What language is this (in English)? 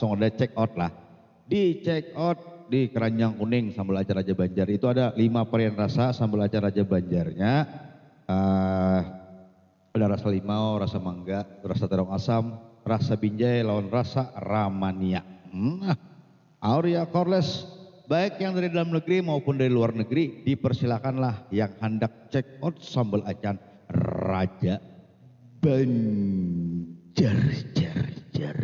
Banjar